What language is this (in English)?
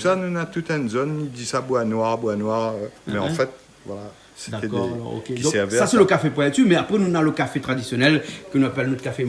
Réunion Creole French